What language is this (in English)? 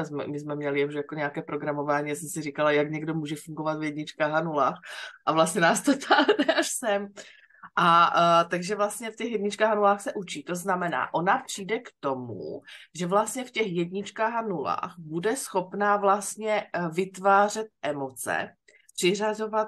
Czech